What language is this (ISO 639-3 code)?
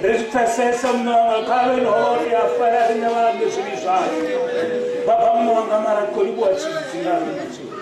ven